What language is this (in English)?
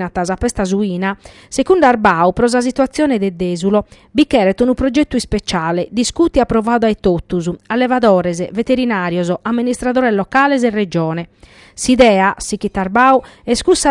Sardinian